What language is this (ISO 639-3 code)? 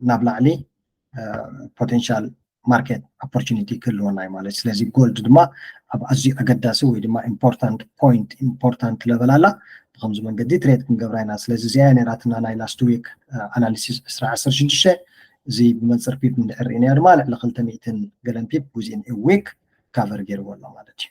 tir